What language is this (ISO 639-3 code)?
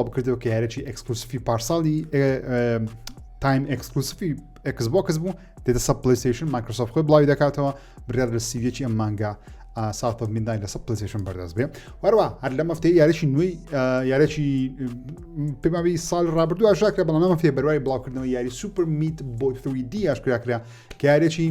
ckb